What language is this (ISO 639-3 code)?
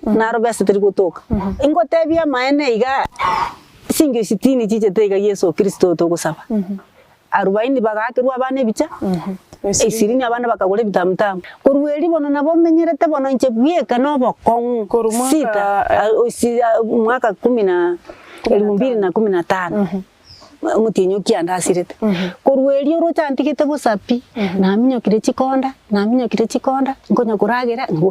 guz